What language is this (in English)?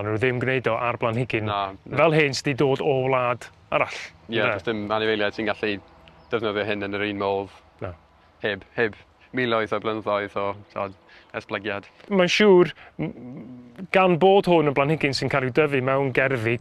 Welsh